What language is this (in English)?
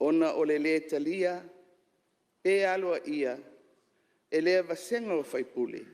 Samoan